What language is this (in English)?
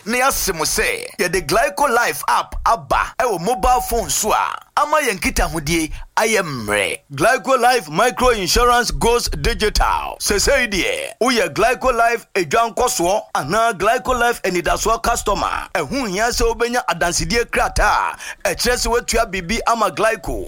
Akan